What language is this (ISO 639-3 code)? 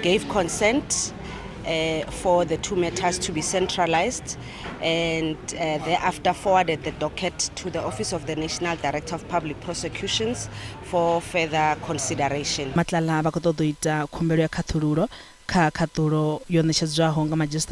ven